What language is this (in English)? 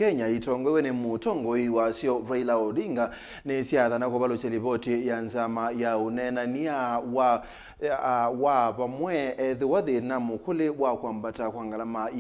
Kamba